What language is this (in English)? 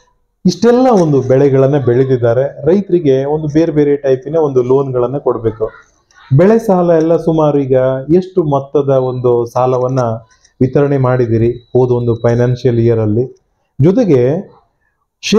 Kannada